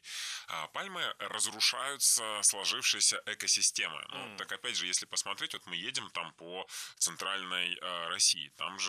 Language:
Russian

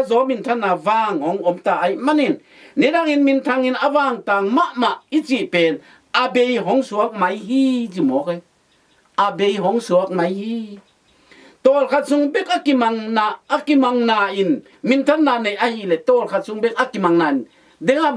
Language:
Tedim Chin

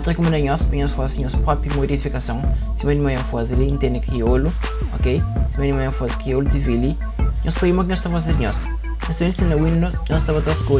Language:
Kabuverdianu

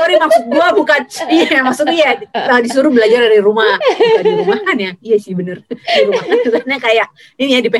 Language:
Indonesian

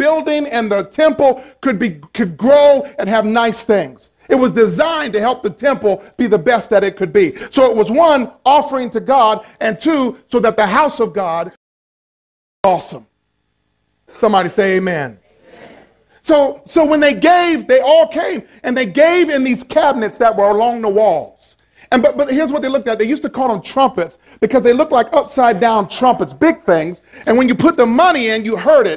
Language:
English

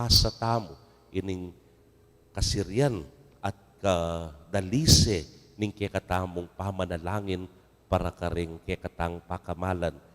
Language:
Pampanga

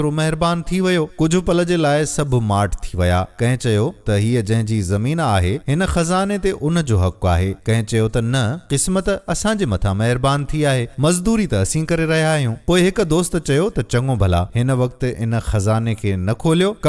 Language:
Sindhi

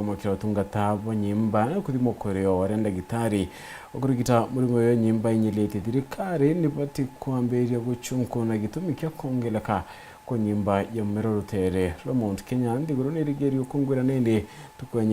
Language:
Meru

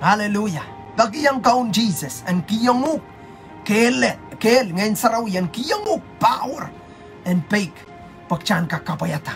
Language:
Pohnpeian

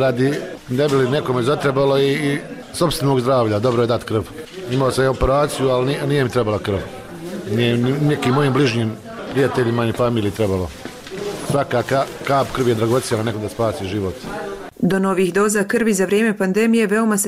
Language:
Bosnian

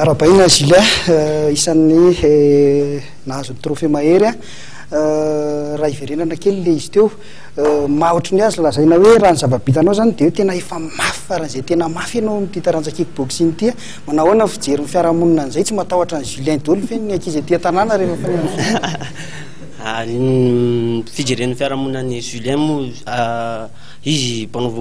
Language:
Malagasy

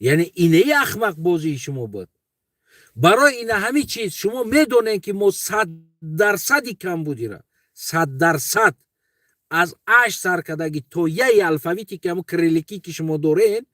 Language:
Tajik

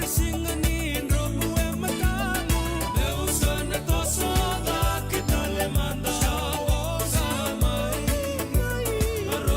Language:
Fijian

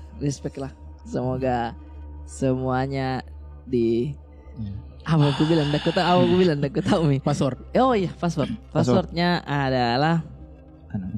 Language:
Makassar Malay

